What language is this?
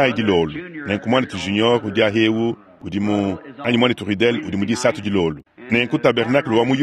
Luba-Lulua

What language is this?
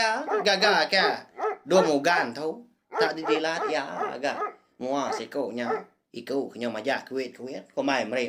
Iban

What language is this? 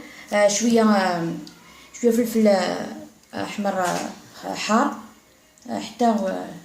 Algerian Arabic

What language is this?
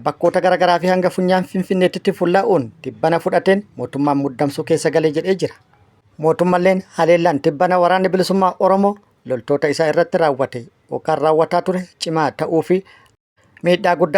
Oromo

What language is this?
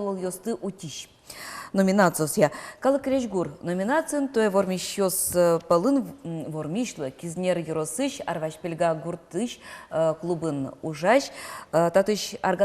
Udmurt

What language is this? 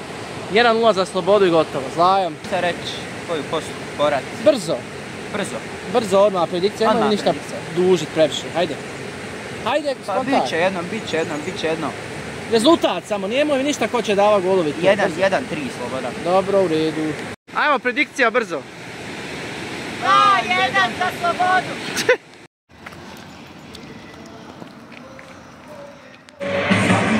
Bosnian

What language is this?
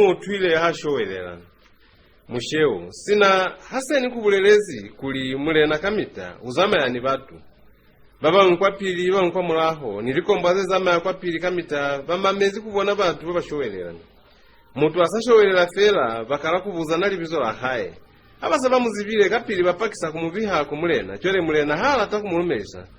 Lozi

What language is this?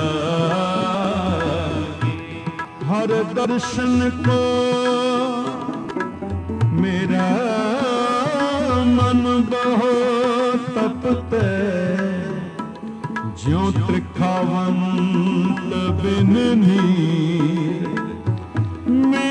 Punjabi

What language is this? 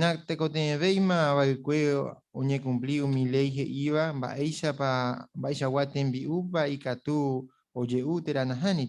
Guarani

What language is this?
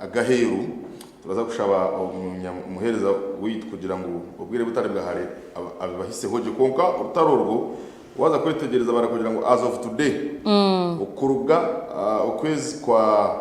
Nyankole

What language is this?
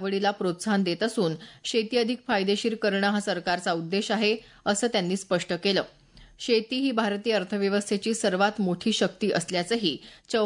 Marathi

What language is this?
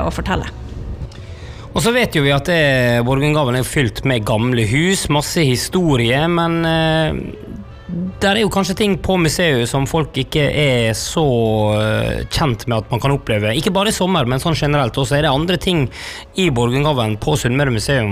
Norwegian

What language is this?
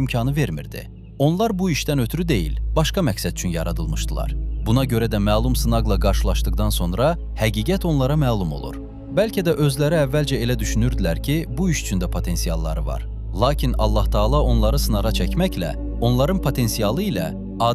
Azerbaijani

